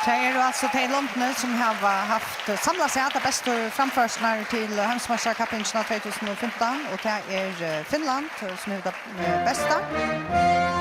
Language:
Faroese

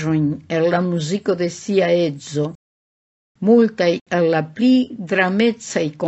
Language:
Esperanto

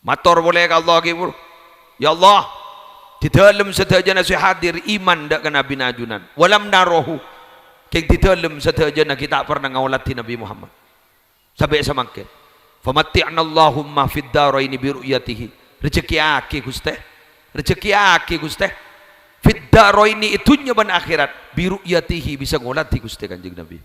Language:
Madurese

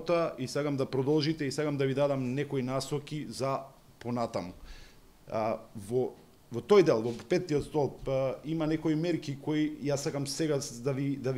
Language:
Macedonian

